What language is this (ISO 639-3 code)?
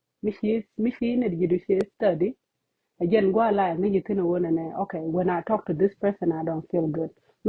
nus